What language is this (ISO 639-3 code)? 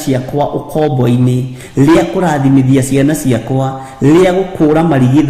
kik